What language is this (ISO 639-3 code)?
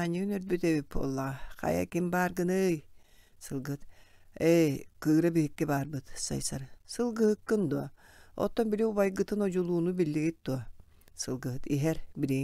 sah